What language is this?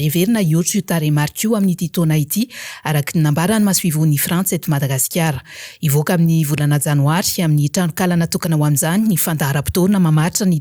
Malagasy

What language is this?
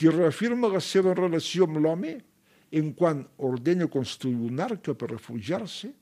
Catalan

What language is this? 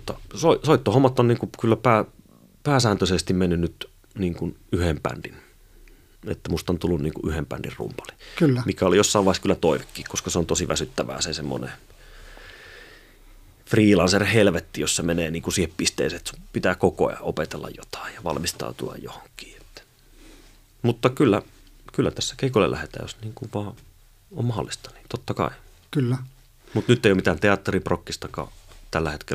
Finnish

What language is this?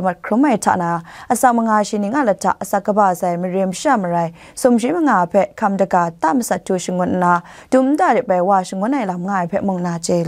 Kachin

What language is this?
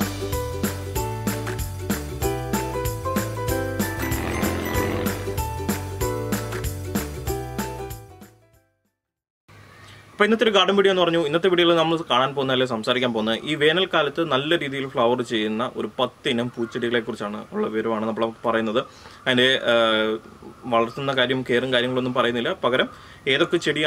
Malayalam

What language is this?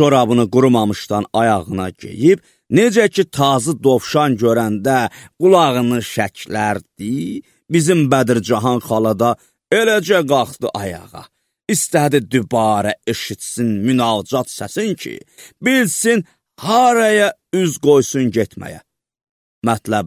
Azerbaijani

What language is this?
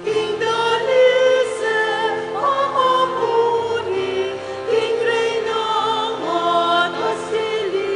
Pampanga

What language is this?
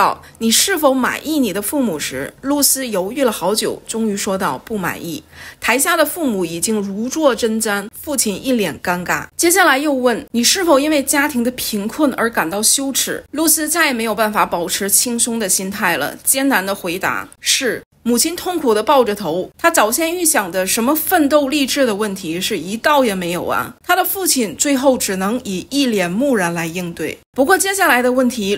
Chinese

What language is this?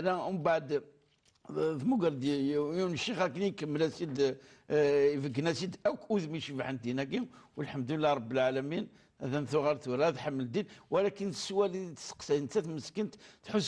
Kabyle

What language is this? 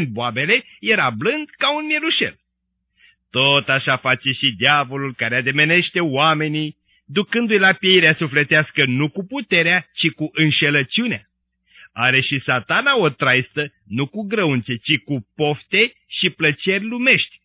Romanian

